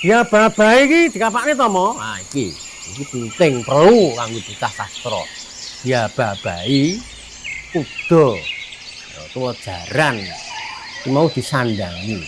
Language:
Javanese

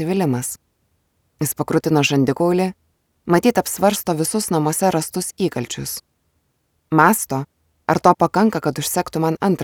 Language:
Lithuanian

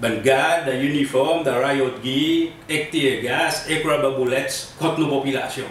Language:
Seselwa Creole French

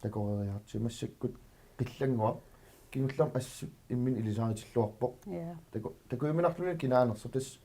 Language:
Kalaallisut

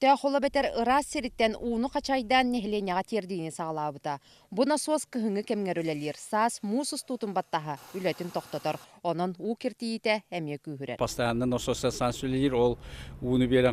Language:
Yakut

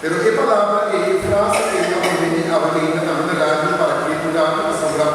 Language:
Papiamento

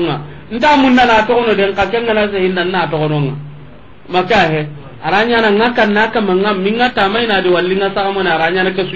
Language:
Soninke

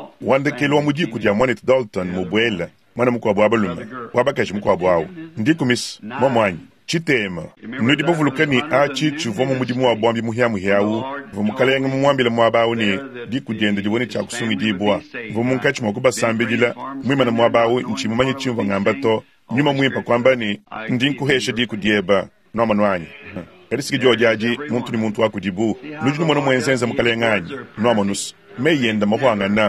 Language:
Luba-Lulua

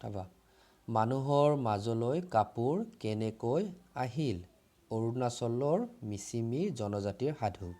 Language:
Assamese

